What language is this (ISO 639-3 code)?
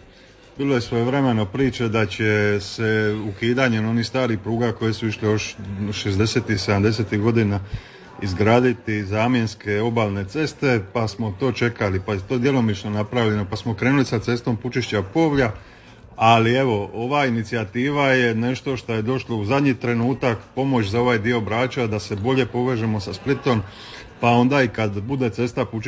hrv